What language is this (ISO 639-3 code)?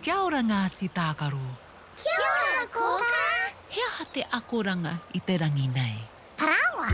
mri